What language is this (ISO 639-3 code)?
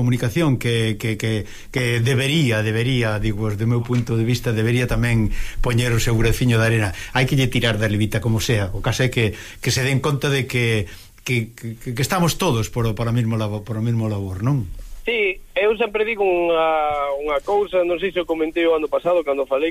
glg